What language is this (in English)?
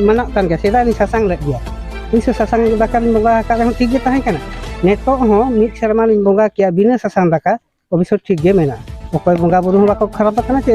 Santali